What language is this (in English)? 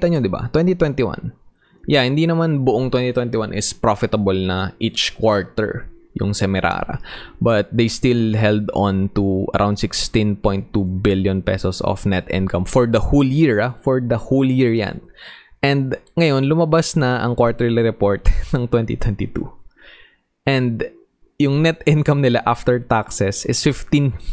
Filipino